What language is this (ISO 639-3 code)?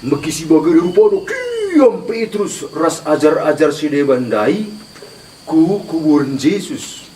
btx